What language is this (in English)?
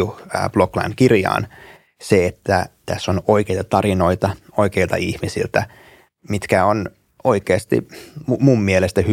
Finnish